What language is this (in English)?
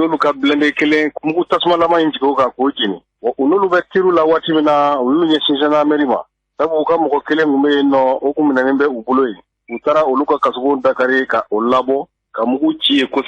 Bambara